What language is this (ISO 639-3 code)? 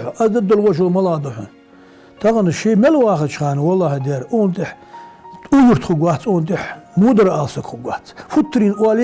inh